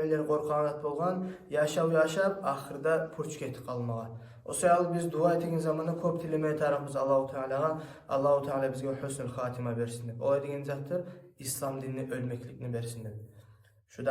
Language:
Kumyk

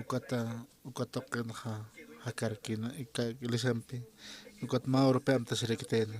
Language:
Aymara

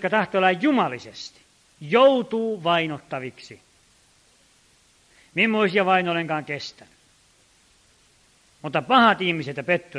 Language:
Finnish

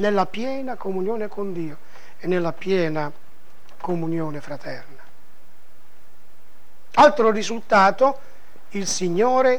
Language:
Italian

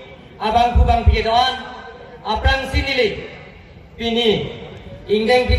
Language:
Karbi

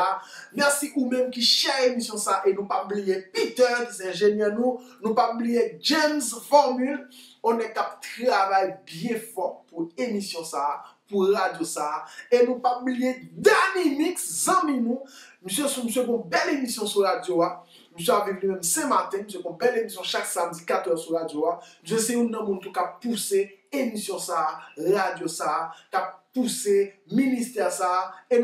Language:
Haitian Creole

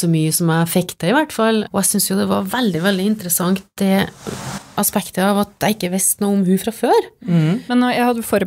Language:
Norwegian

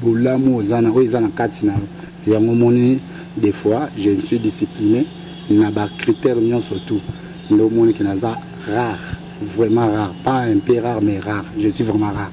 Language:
Lingala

